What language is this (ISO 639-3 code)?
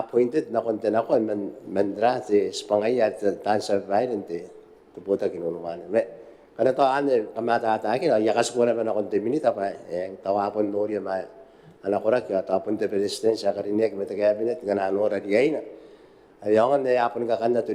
gil